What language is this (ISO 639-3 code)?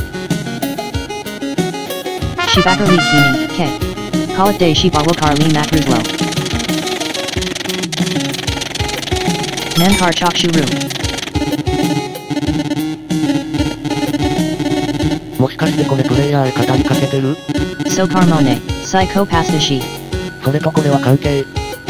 jpn